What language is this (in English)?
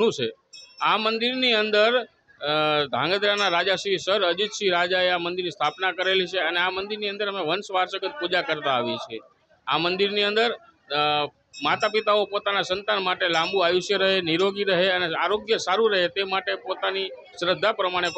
Gujarati